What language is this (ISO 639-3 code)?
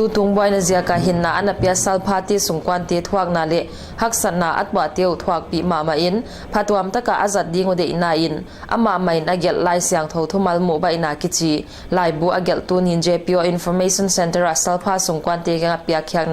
pck